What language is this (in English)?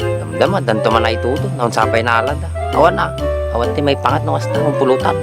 Iloko